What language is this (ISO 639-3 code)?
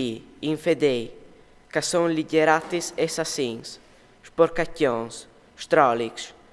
fur